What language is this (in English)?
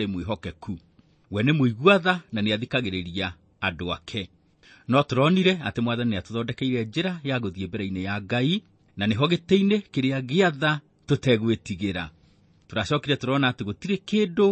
Kikuyu